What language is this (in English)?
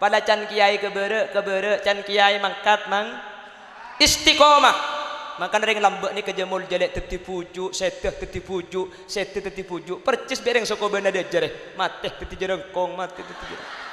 Madurese